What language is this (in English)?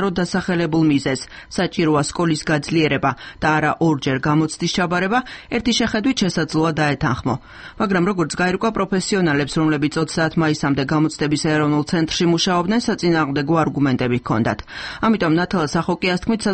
Georgian